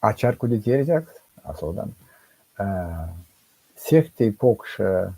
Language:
Erzya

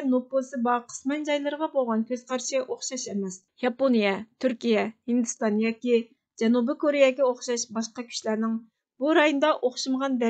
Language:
Uyghur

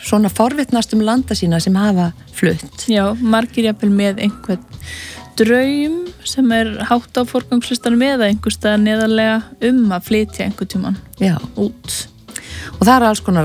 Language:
Icelandic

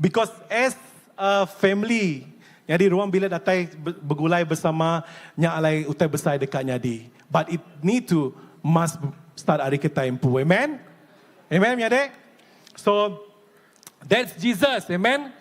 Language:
Iban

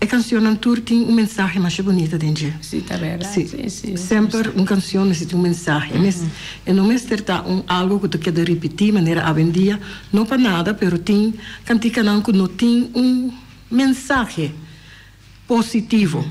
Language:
Papiamento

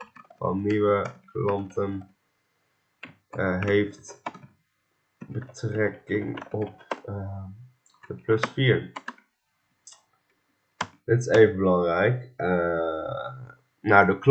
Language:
Dutch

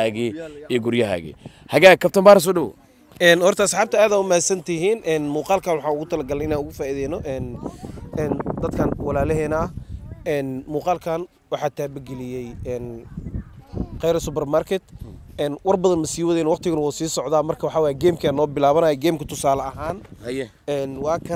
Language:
Somali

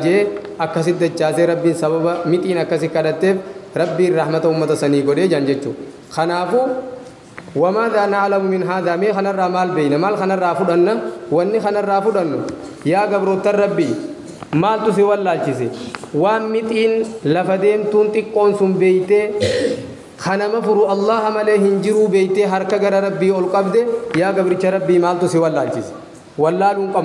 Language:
Oromo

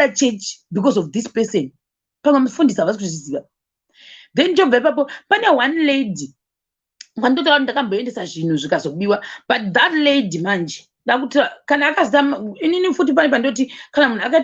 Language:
Shona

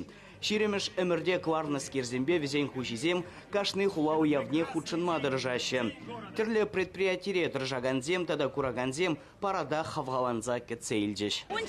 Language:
Chuvash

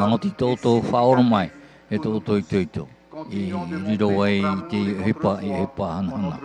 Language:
Tahitian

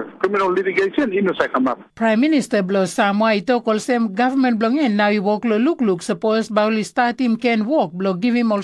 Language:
Tok Pisin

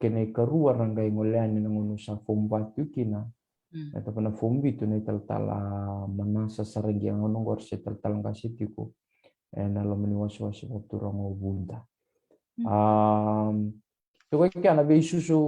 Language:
Fijian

